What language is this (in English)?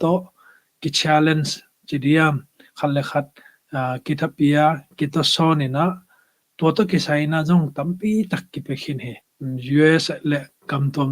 Tedim Chin